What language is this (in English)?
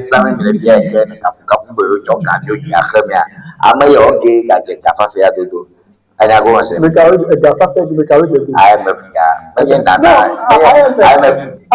Ewe